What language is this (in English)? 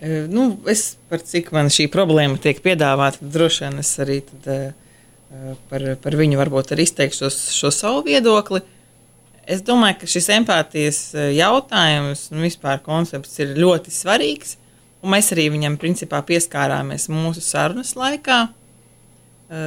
Latvian